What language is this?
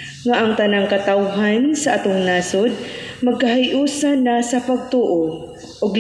Cebuano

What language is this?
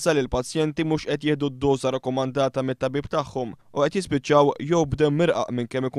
Maltese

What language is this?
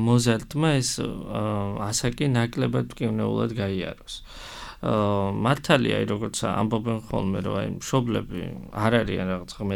Georgian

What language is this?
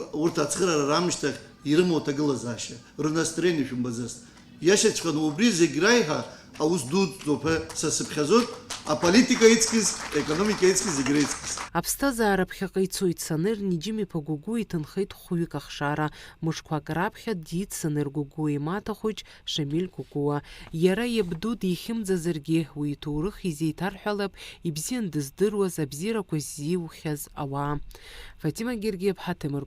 Abkhazian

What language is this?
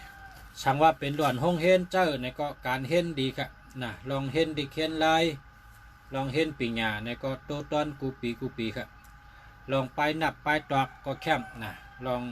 Shan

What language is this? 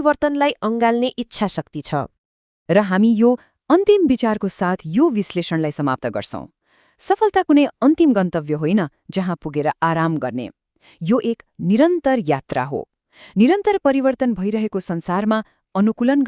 Nepali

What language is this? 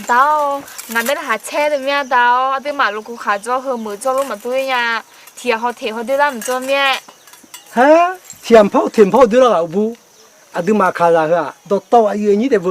Akha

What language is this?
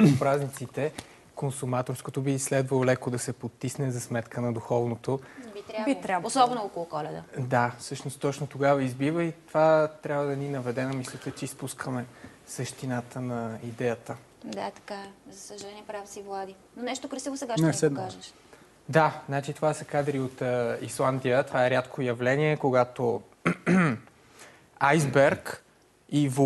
Bulgarian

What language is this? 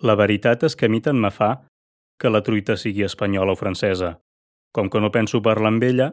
Catalan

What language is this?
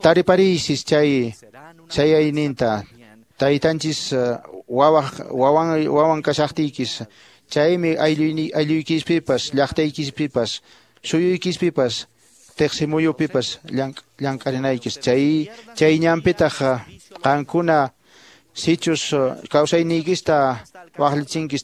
Quechua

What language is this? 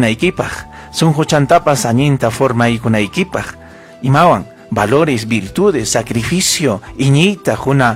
Ayacucho Quechua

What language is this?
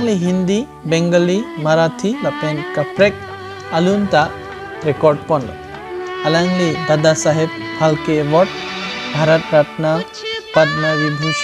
Karbi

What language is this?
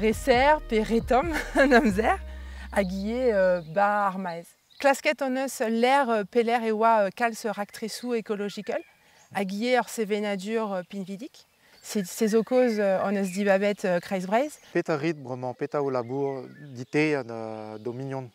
Breton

